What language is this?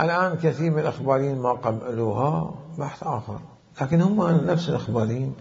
Mesopotamian Arabic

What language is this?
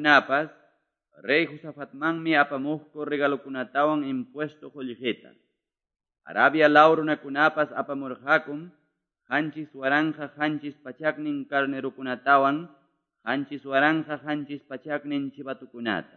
Quechua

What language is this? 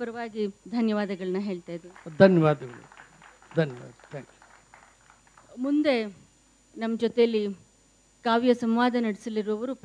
Kannada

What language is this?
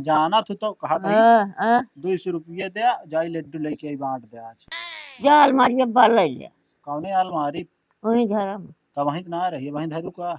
Awadhi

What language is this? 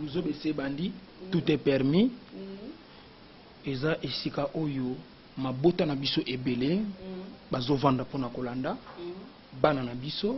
Lingala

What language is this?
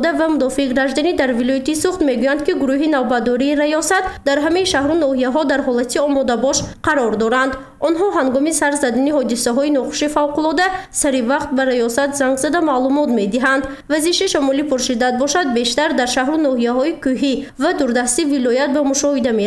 Tajik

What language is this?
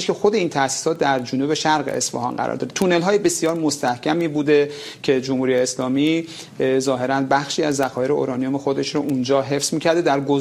Persian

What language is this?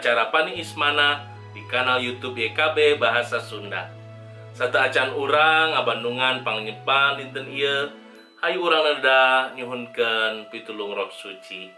Sundanese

